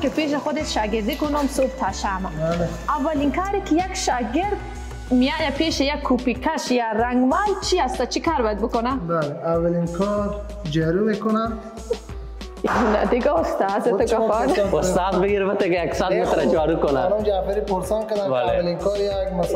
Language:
Persian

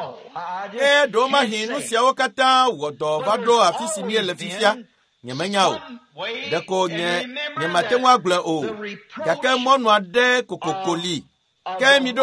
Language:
Ewe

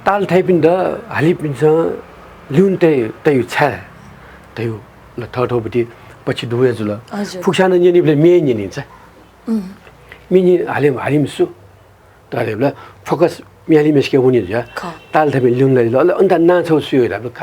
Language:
Newari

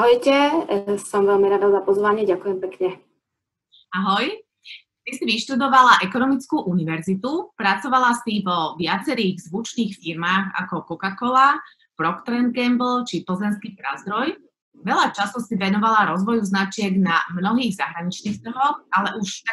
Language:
Slovak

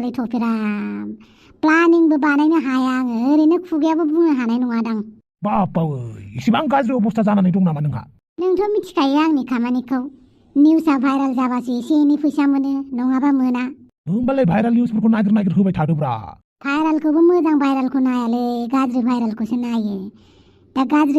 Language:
Bodo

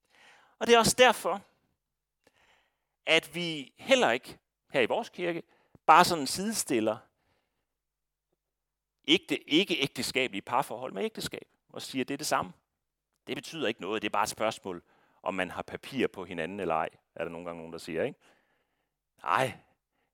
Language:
Danish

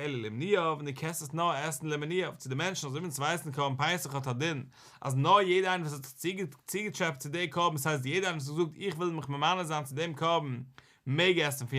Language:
Yiddish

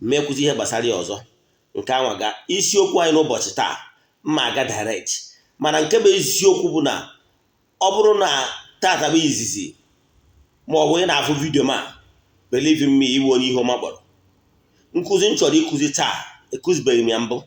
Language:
Igbo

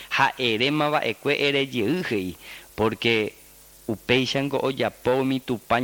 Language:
Guarani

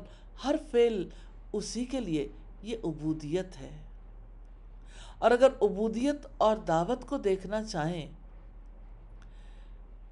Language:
Urdu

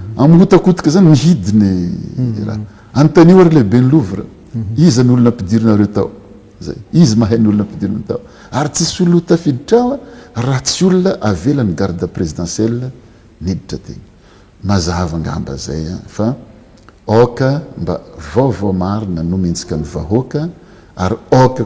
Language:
Malagasy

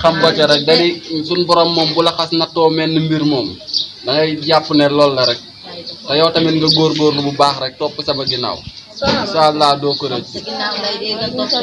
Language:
Wolof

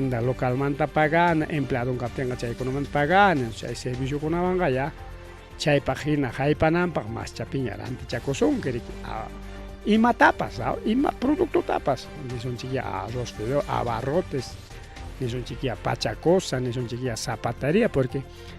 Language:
Ayacucho Quechua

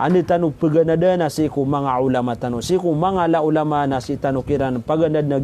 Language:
Maranao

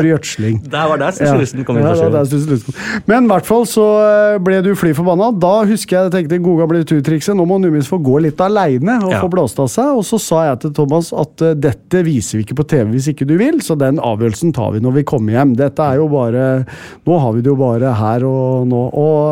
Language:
Norwegian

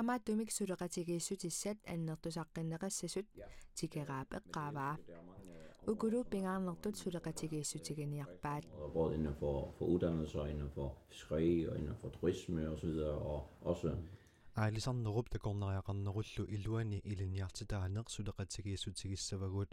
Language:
Kalaallisut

